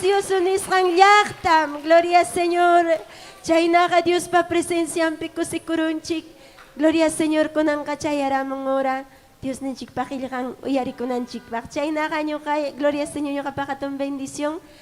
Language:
Ayacucho Quechua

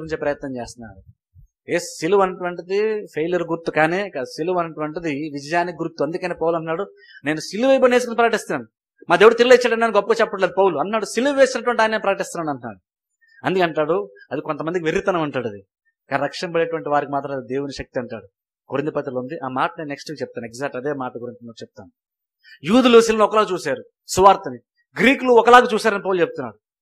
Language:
Telugu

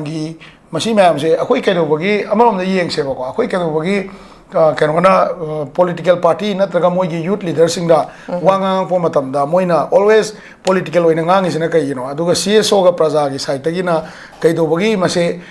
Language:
Manipuri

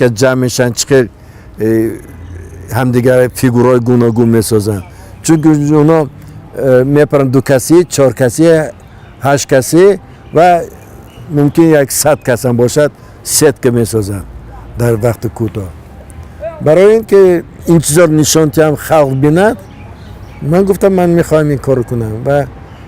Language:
Tajik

